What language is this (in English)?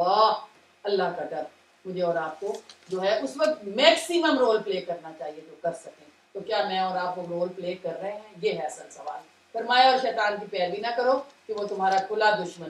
Urdu